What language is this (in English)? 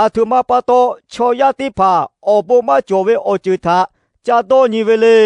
Lahu